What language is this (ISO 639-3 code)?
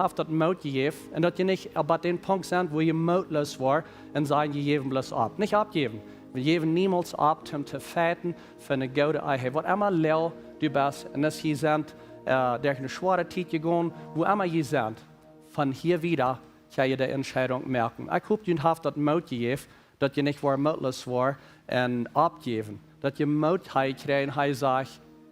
pdt